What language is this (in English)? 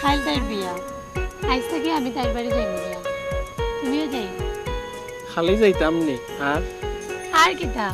Sylheti